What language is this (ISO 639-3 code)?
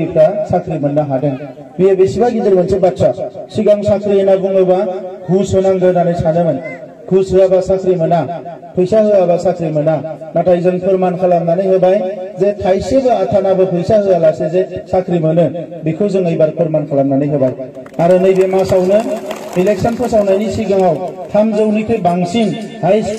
brx